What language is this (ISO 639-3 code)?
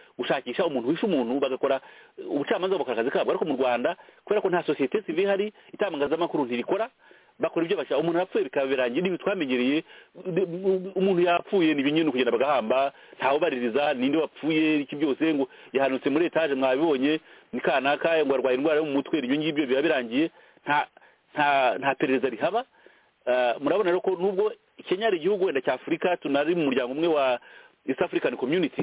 kin